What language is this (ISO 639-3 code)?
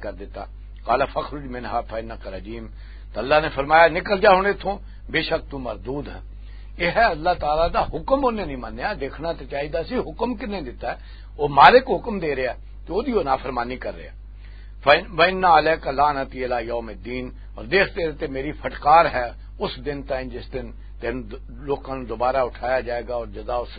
lah